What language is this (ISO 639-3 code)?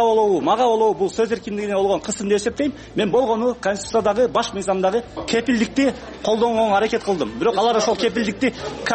kir